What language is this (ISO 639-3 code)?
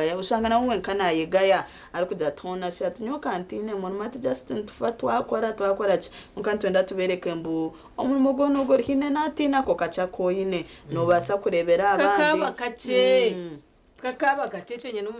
nyn